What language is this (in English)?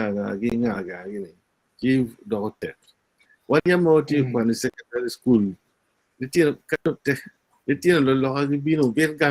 Acoli